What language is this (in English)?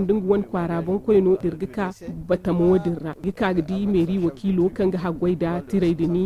Zarma